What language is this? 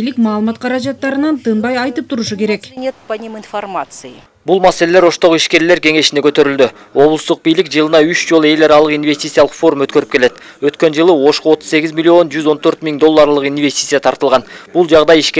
Kyrgyz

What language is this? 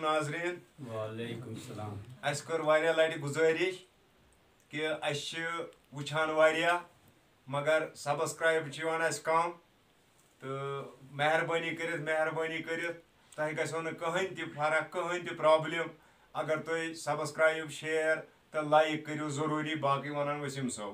Kashmiri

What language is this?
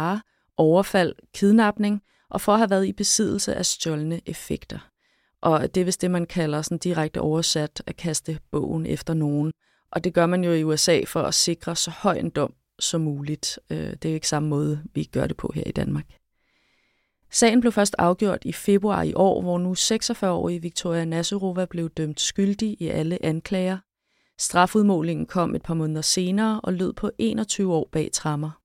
Danish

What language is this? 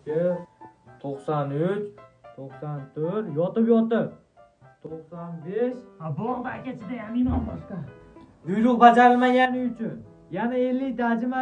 Uzbek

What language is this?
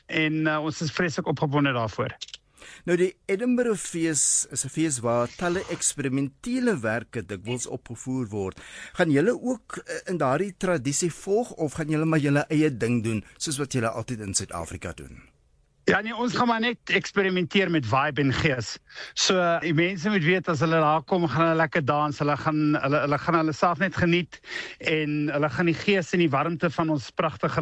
Afrikaans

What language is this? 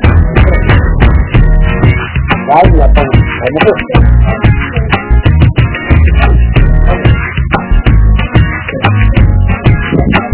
Portuguese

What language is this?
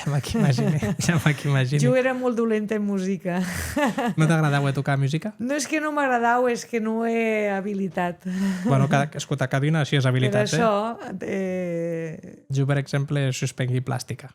Occitan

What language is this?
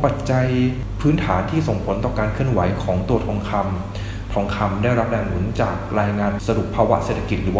Thai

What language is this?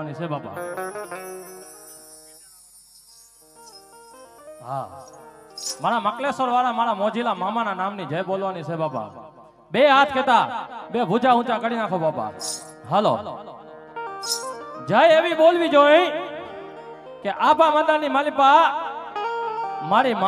Gujarati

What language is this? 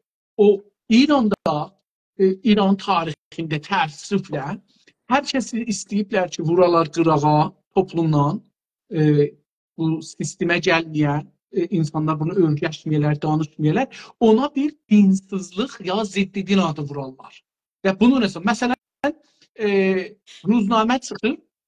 South Azerbaijani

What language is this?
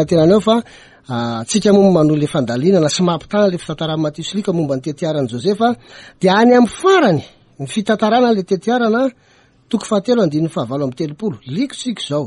Malagasy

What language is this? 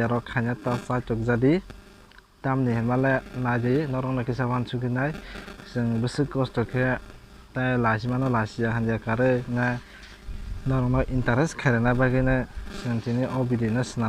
Kok Borok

